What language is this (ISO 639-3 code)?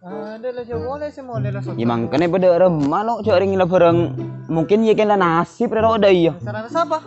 mad